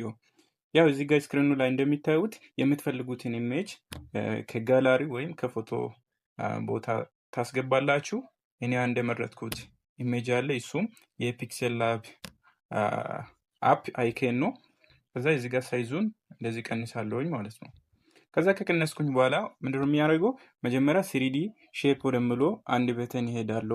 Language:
Amharic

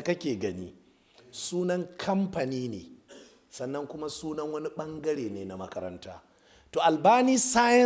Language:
Hausa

